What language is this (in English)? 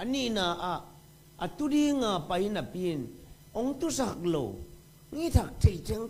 Tedim Chin